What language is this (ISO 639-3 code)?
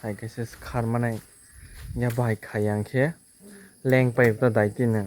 trp